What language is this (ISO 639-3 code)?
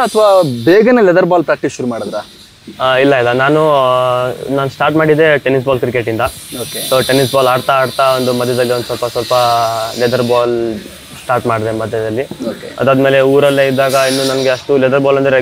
kan